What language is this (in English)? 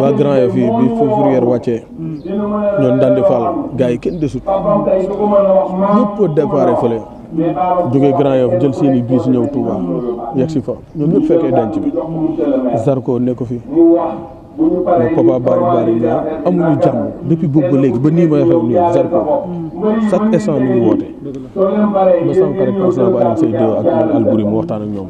Wolof